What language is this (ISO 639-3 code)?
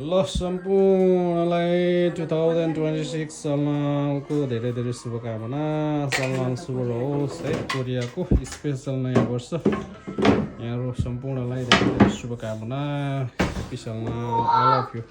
nep